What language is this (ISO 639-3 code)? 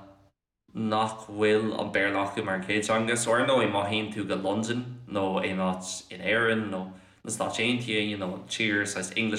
gle